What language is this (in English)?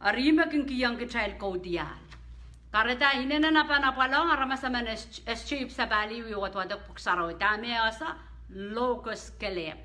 Pohnpeian